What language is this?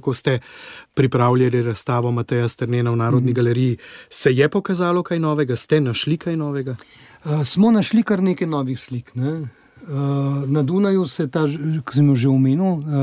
Slovenian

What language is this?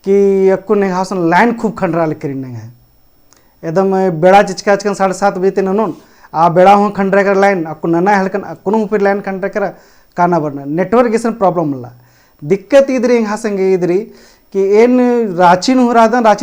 Kurukh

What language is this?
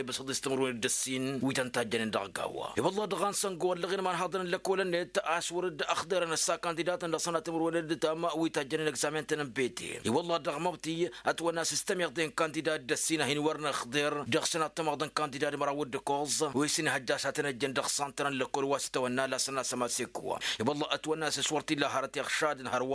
Tamasheq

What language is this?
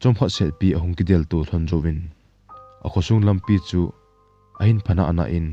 Thado Chin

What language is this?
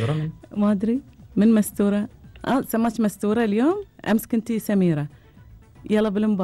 Gulf Arabic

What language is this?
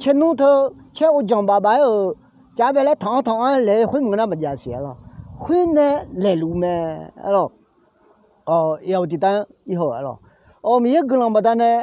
Akha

